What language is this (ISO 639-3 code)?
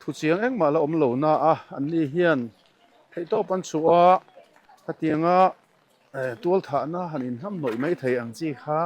lus